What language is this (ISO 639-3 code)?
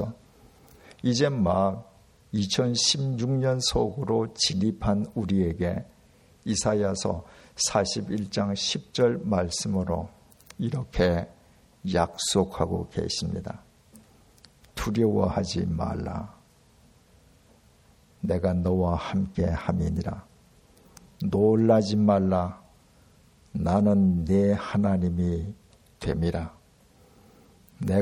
kor